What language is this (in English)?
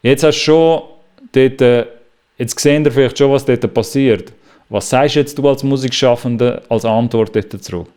Swiss German